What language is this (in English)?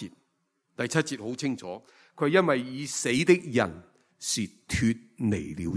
Cantonese